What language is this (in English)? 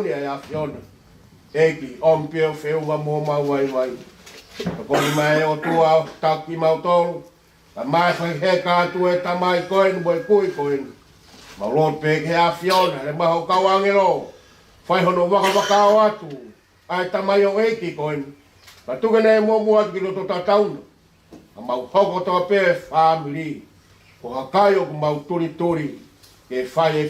Tongan